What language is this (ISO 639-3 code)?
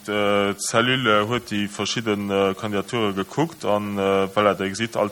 ltz